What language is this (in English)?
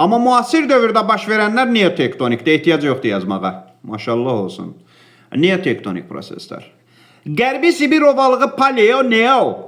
Azerbaijani